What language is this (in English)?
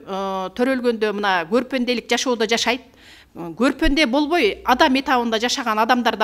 Kyrgyz